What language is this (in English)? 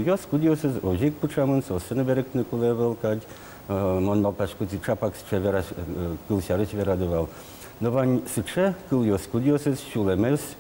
Udmurt